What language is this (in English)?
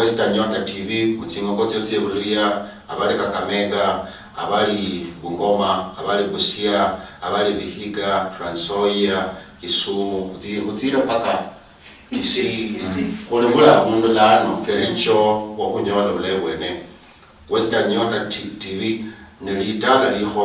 Luyia